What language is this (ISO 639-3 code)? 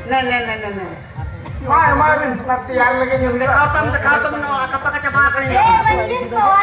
sat